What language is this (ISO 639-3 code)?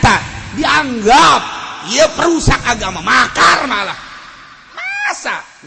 sun